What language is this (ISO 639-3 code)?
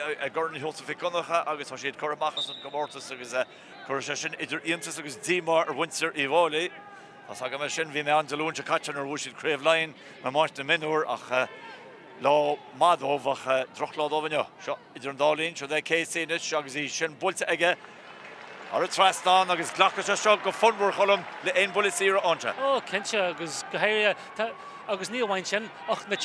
gle